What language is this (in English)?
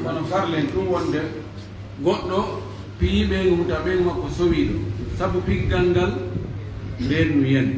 Pular